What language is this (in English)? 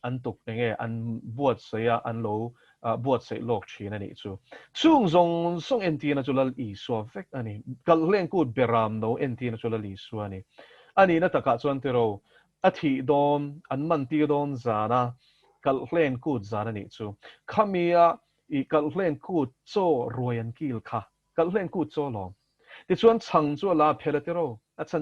Mizo